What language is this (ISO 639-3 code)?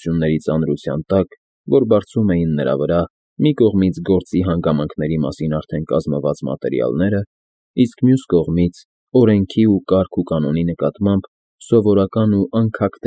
hye